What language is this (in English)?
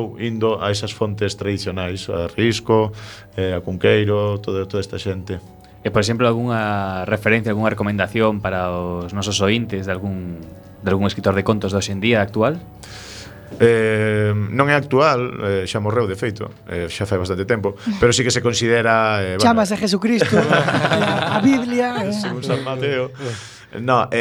Galician